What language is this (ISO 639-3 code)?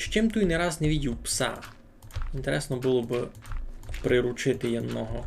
rue